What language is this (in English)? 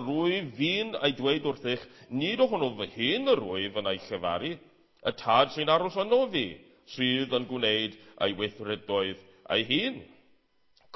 Welsh